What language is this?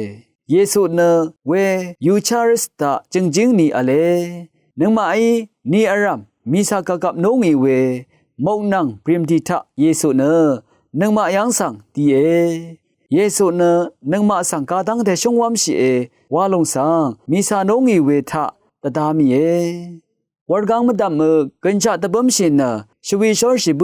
Rawang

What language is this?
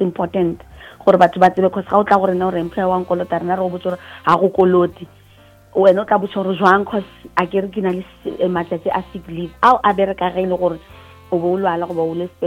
Northern Sotho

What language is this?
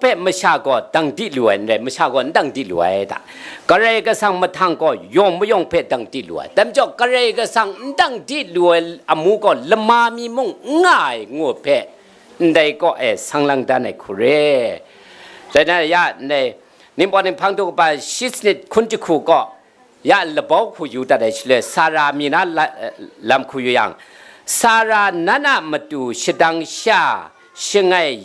Kachin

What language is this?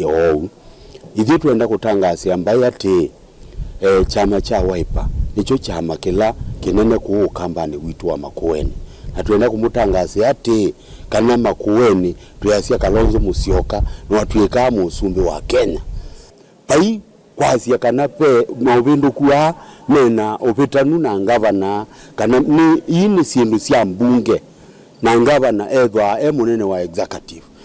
Kamba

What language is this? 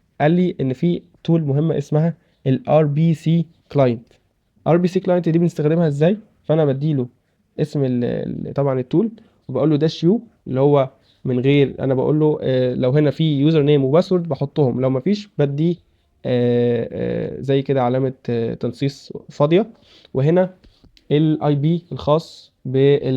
Egyptian Arabic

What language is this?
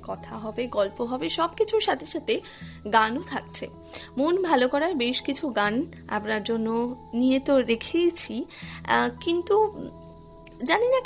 Bangla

